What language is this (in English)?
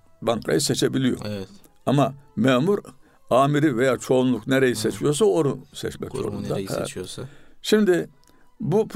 Turkish